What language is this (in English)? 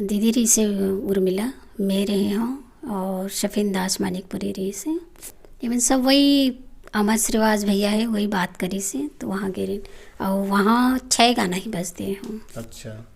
Chhattisgarhi